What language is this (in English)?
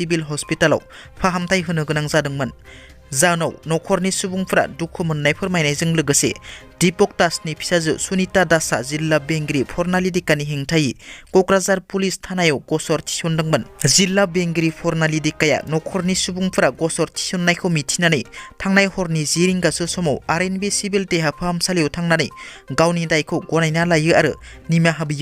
Bodo